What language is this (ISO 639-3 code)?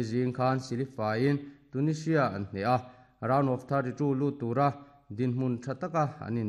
lus